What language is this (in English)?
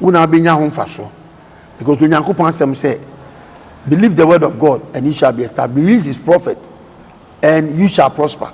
Akan